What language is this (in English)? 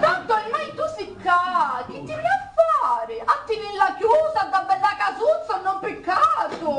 Sicilian